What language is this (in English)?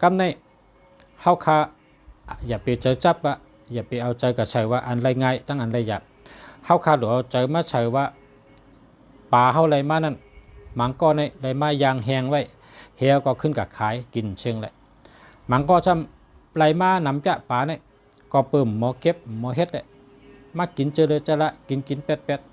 Shan